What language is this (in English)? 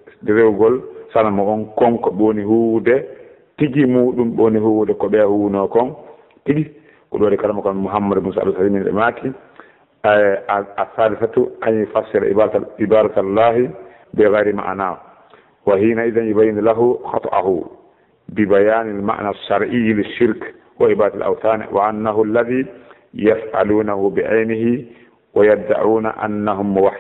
Fula